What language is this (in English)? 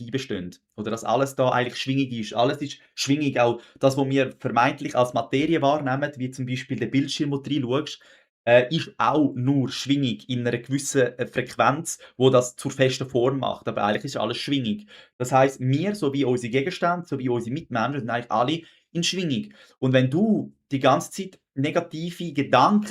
Swiss German